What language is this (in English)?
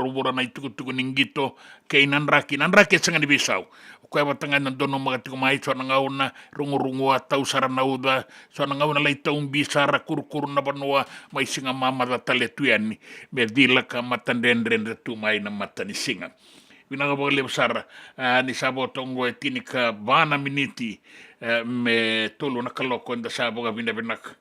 Fijian